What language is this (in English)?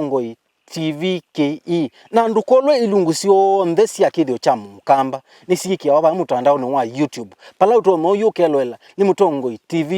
Kamba